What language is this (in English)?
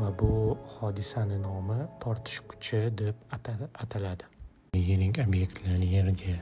Uzbek